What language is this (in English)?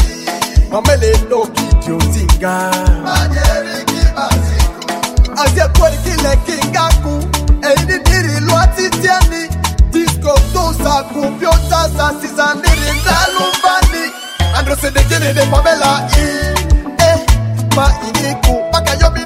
Swahili